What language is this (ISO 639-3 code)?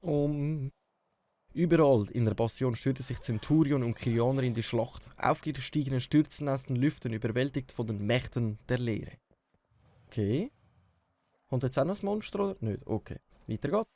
gsw